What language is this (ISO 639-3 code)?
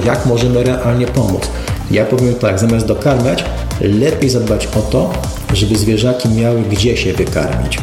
pol